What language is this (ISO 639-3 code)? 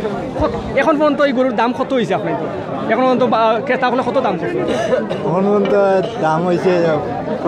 syl